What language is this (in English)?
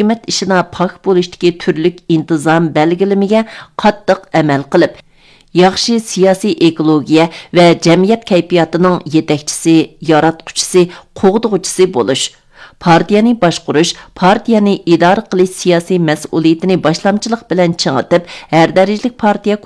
Uyghur